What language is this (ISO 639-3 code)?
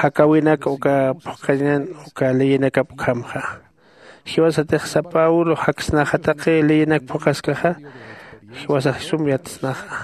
aym